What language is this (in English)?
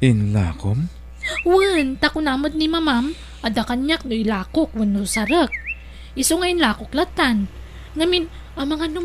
Iloko